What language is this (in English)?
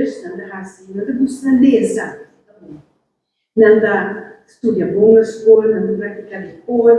Papiamento